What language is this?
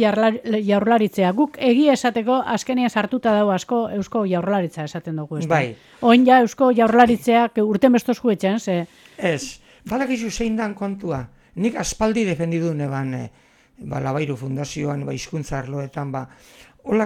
Basque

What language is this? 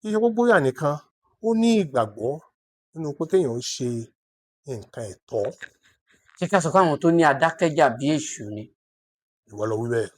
Yoruba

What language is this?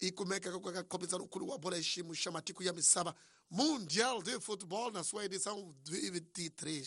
Tsonga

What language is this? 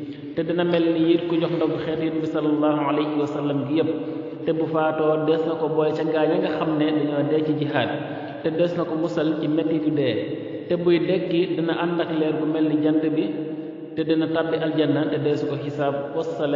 Wolof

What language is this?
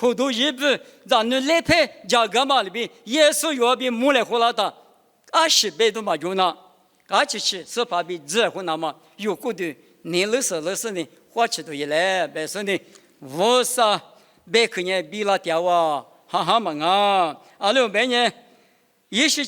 Lisu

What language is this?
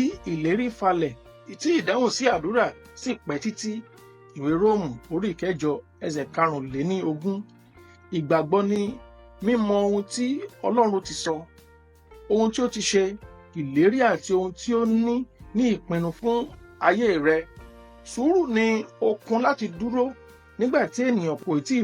Yoruba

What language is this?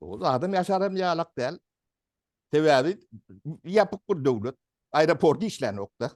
Turkmen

